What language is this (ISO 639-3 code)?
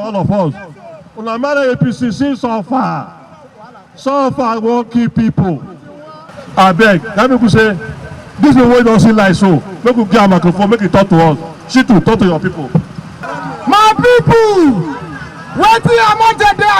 pcm